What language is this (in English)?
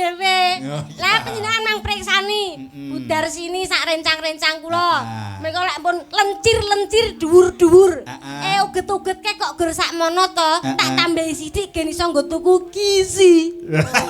Javanese